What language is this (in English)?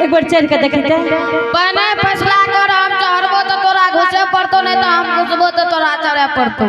Angika